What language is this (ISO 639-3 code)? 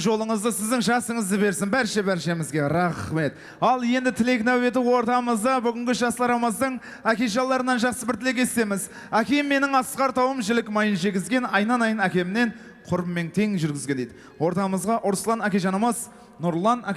kaa